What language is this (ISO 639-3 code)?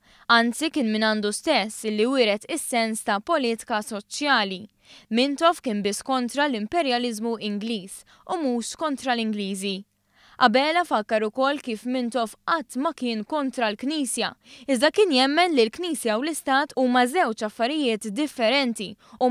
mlt